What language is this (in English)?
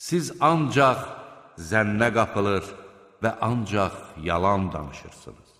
Azerbaijani